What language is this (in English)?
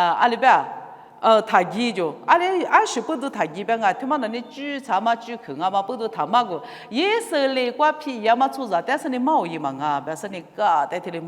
Lisu